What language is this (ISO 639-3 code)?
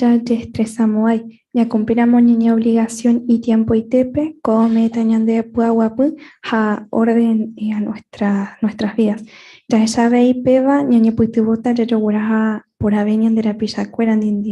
grn